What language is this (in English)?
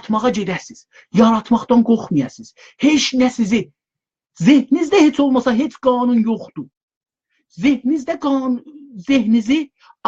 South Azerbaijani